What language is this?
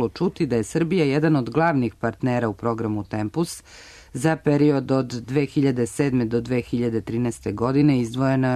Serbian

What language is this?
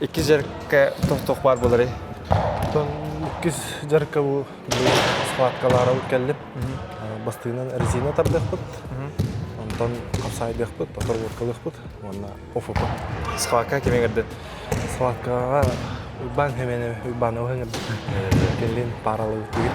Yakut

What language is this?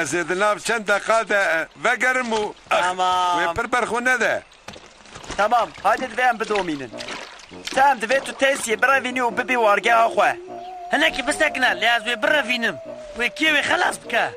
Kurdish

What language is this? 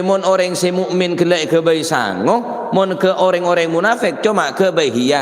Madurese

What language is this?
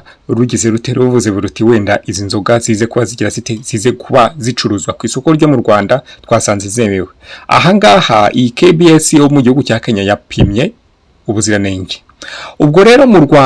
Kinyarwanda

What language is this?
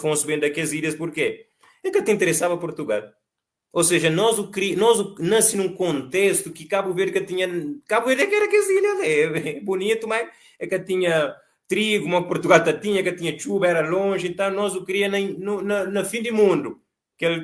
Kabuverdianu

